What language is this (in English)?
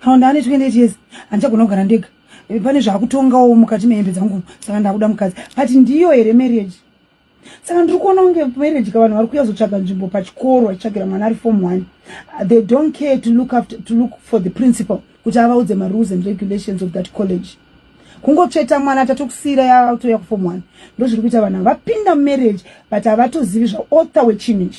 Shona